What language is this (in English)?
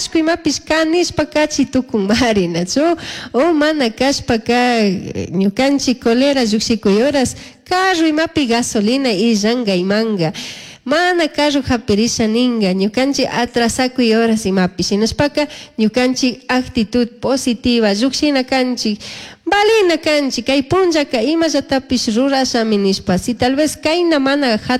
Chimborazo Highland Quichua